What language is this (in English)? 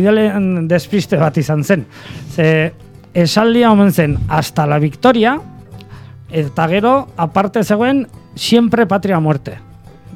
Basque